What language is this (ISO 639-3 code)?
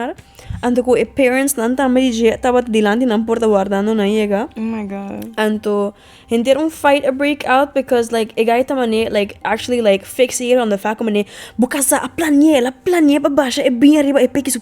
pap